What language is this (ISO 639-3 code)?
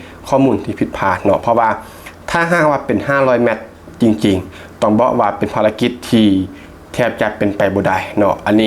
lao